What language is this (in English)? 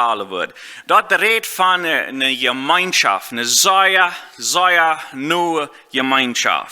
Plautdietsch